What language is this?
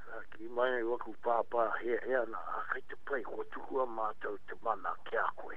Māori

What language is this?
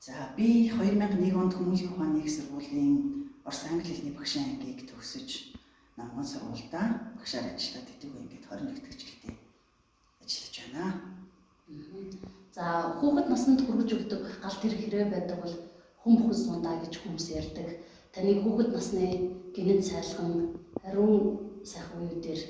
Mongolian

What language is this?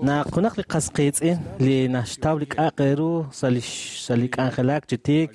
Kekchí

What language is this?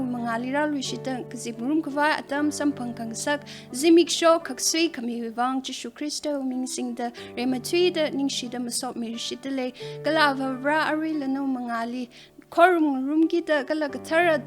Tangkhul Naga (India)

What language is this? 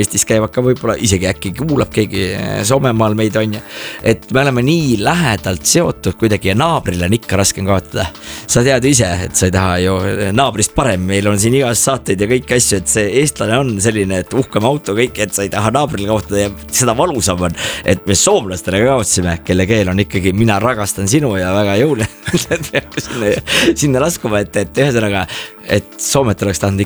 Estonian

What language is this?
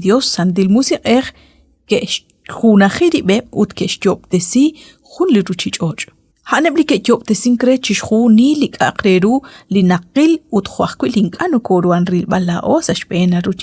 Kekchí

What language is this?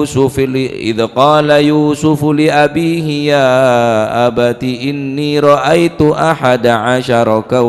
Madurese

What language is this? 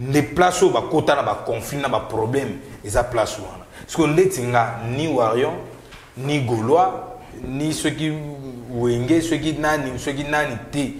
Lingala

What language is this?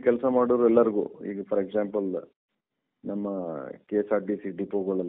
Kannada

